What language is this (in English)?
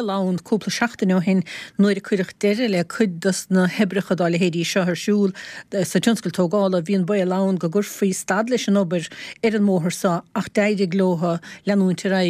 Irish